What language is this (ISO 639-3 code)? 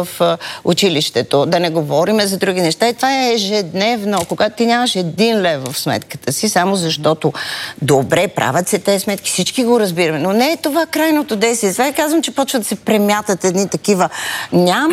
bul